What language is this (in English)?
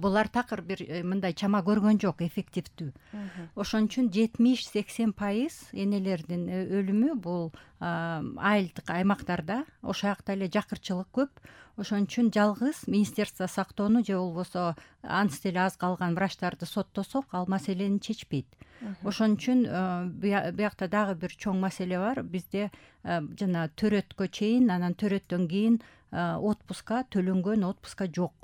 Kyrgyz